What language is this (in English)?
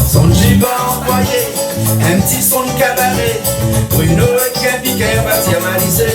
Réunion Creole French